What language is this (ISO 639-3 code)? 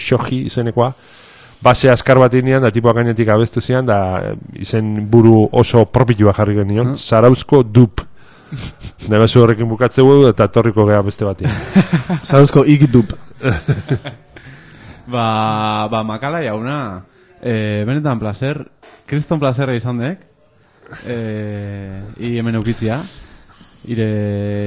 eus